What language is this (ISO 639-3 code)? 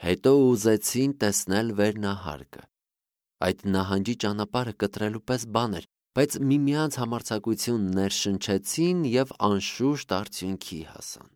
hye